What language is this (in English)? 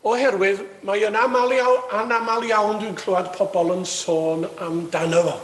Welsh